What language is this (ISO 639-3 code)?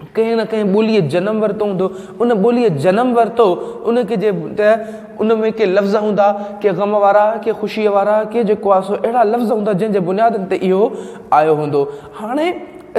snd